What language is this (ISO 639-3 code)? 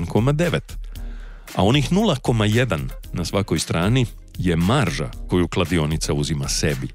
hrv